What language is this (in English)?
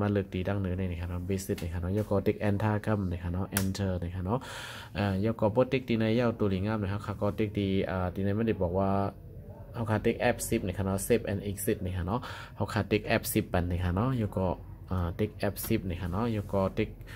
Shan